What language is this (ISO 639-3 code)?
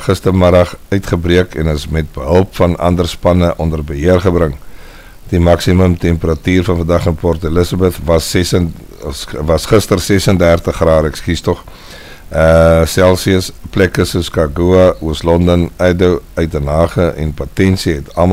afr